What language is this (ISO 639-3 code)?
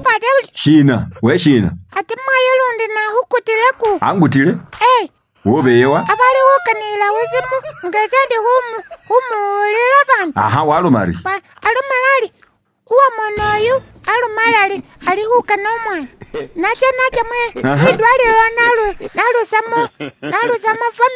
myx